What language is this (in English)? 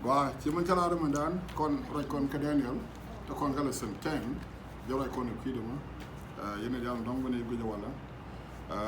Nuer